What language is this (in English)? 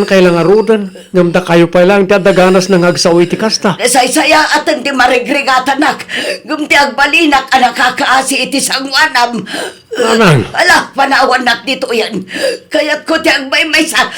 Iloko